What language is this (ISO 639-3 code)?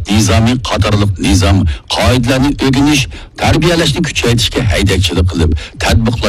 uig